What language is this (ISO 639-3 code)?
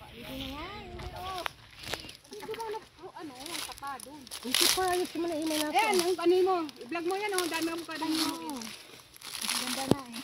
bik